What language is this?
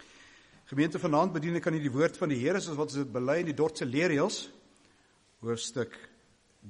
Afrikaans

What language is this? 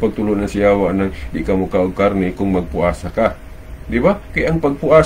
Cebuano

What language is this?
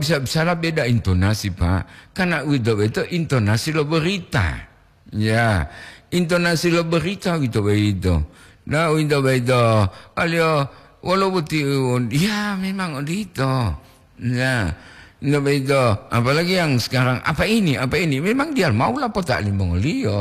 Gorontalo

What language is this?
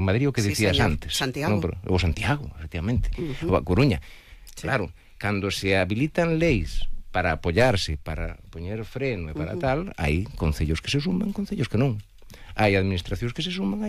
Galician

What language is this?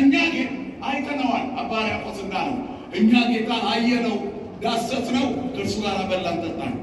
Amharic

